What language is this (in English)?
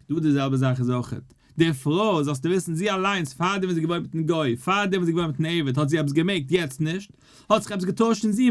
Yiddish